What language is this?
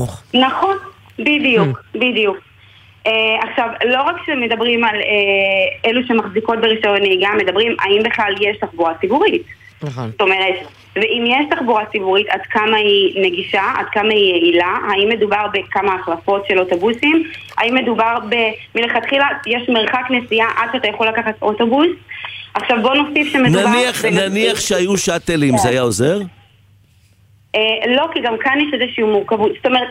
Hebrew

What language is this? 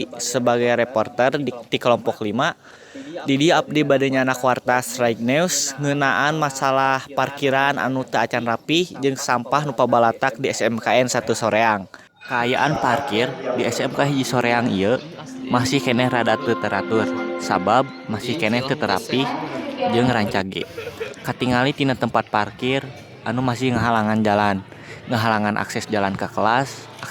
Sundanese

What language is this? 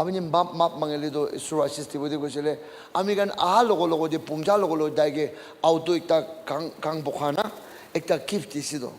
Naga Pidgin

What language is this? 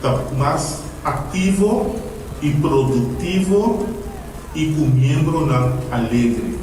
Papiamento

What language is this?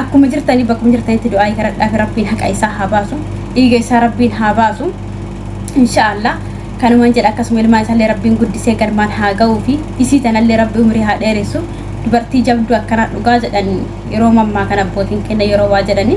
Oromo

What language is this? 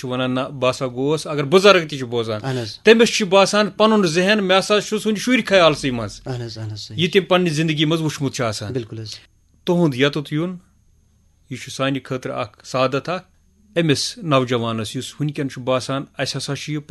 Kashmiri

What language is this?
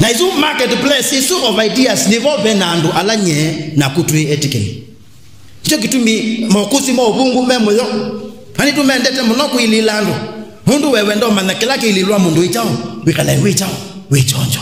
Kamba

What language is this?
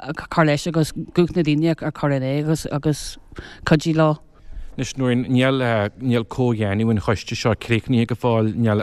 Irish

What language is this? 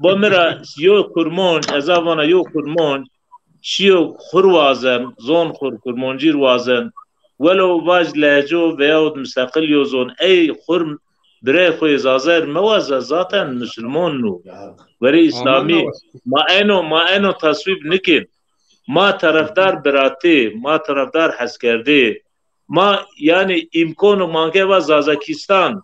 Zaza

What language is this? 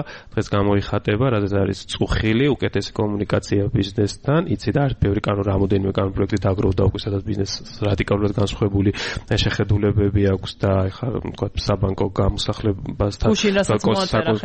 Georgian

